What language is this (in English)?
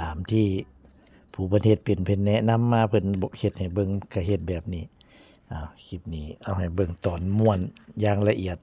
Northeastern Thai